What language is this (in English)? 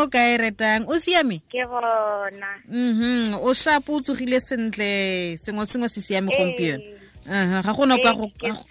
Tswana